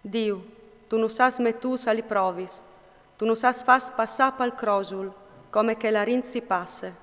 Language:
Friulian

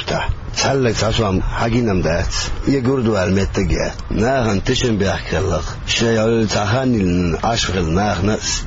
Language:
Chechen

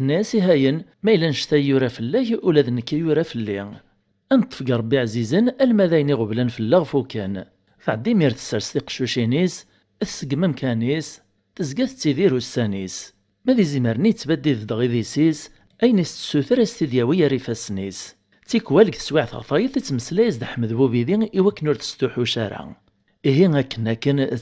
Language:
Kabyle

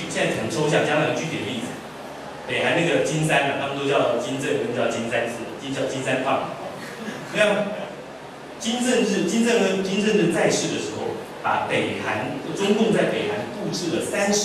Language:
Chinese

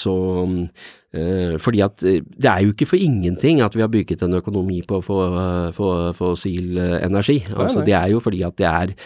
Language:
Norwegian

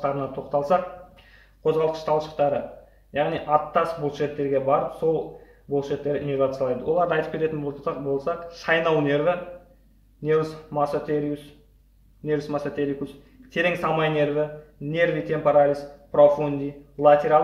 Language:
Kazakh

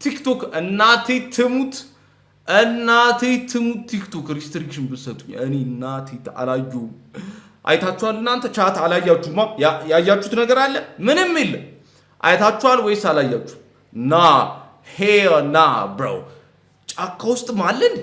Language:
Amharic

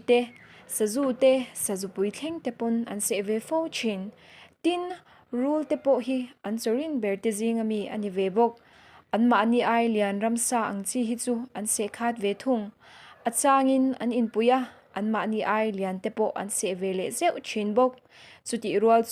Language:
Mizo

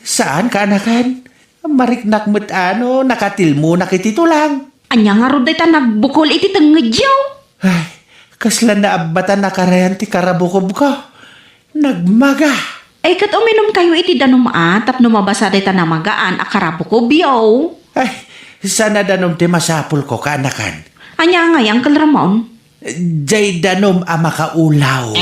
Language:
Iloko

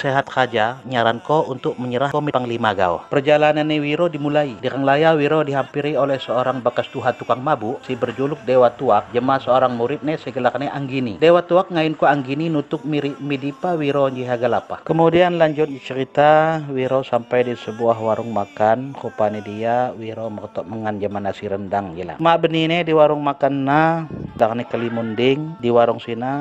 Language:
Lampung Api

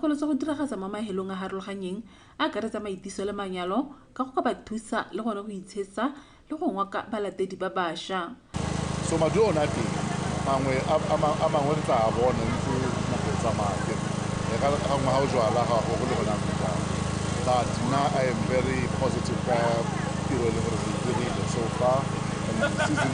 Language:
Tswana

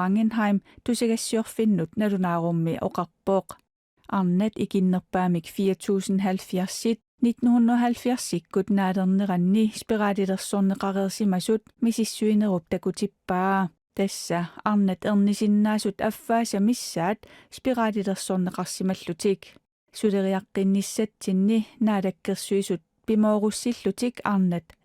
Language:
Kalaallisut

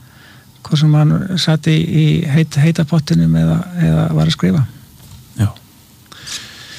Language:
Icelandic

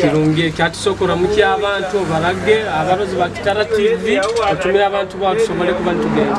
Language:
Nyoro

